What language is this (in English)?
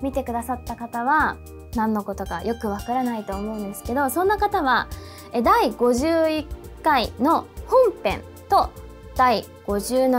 Japanese